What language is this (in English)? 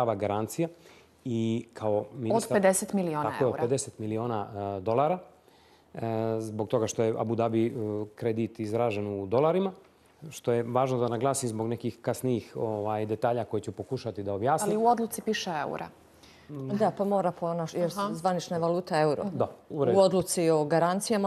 Bosnian